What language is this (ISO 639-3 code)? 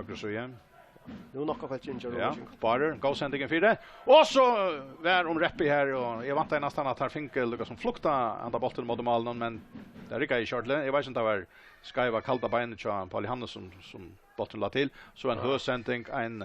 fao